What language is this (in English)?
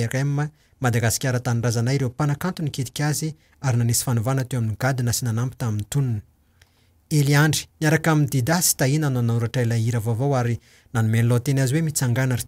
Malagasy